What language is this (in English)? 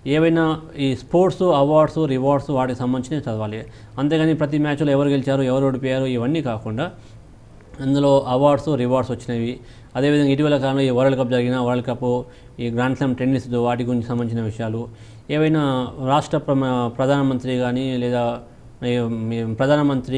Telugu